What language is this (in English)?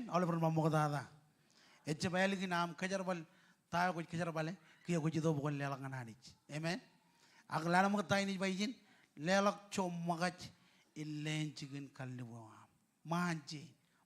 Marshallese